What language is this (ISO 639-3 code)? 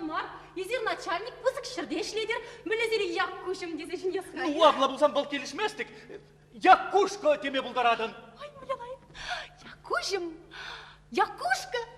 chv